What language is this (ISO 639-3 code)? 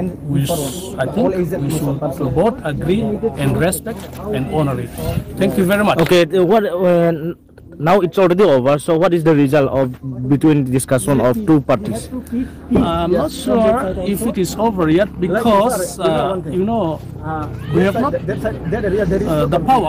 ria